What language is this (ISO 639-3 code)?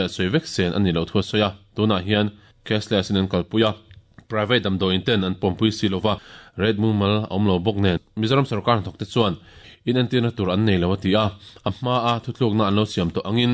lus